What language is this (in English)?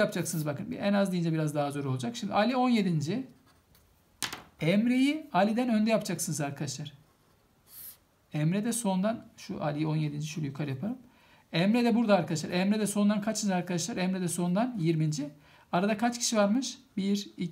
Turkish